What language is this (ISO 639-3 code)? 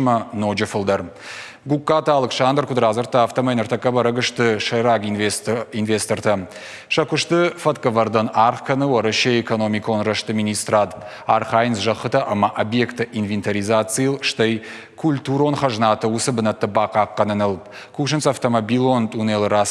oss